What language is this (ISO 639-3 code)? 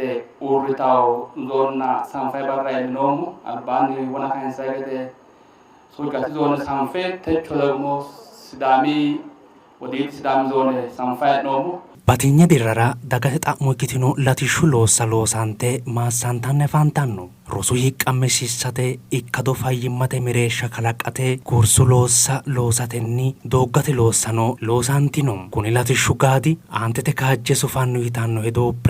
sid